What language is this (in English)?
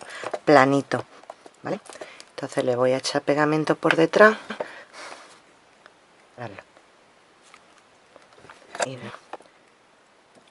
Spanish